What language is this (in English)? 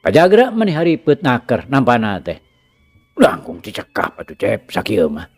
Sundanese